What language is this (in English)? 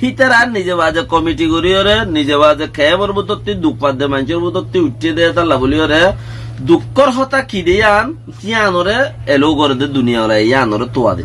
Rohingya